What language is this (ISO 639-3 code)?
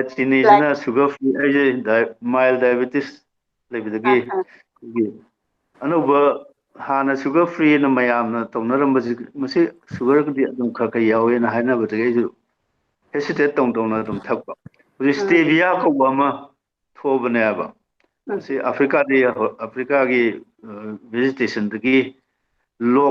mni